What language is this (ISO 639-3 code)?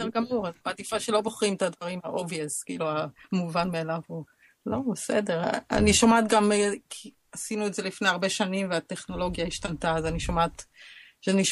heb